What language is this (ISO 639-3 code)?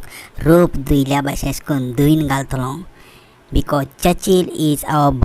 kok